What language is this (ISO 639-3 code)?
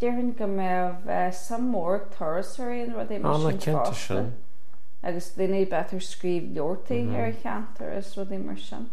gle